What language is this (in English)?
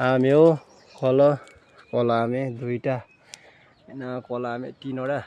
Nepali